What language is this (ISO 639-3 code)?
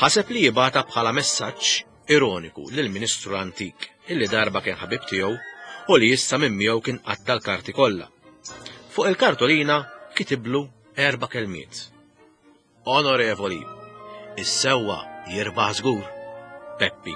mlt